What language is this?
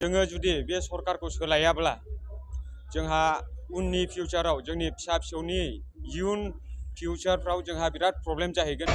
Bodo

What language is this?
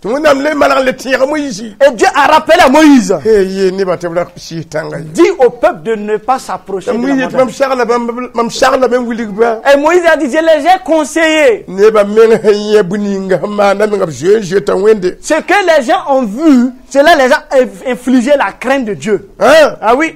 Mossi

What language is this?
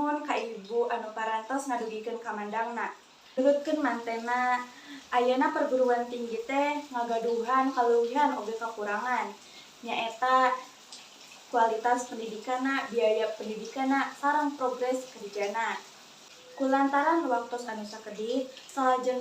Sundanese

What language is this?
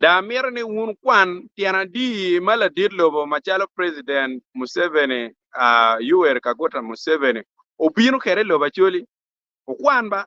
Acoli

